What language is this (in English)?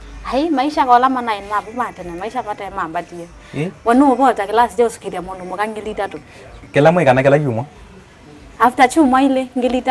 Kamba